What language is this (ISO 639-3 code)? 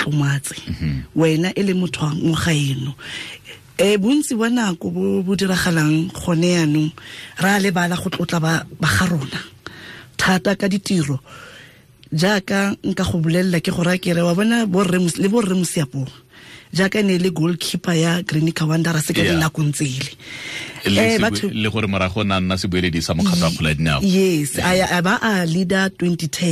tsn